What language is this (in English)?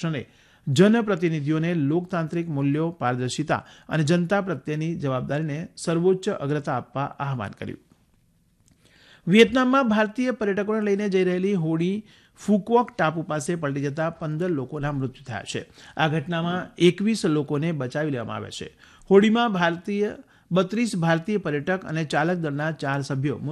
Gujarati